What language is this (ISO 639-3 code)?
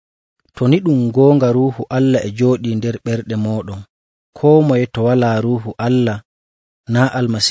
fuv